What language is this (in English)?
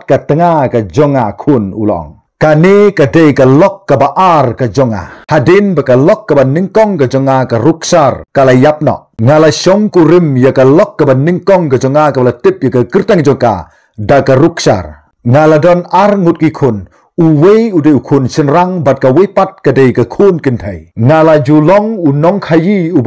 Khasi